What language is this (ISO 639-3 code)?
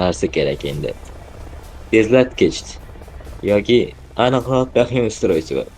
uzb